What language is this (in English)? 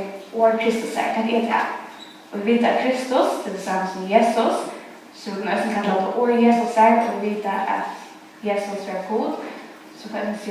Faroese